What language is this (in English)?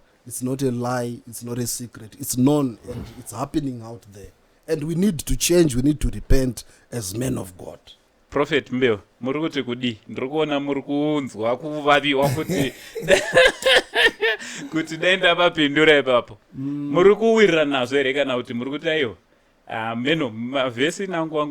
Shona